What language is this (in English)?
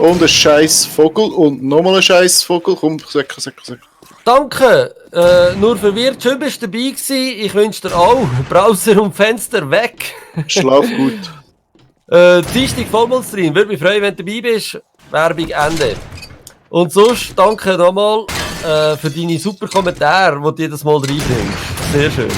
Swiss German